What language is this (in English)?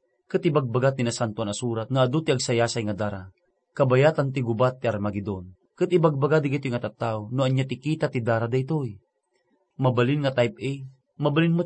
Iloko